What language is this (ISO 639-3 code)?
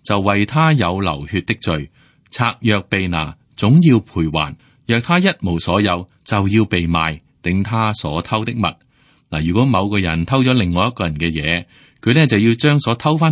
yue